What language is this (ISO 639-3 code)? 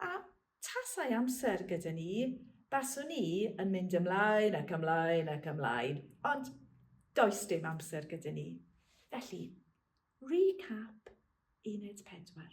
cym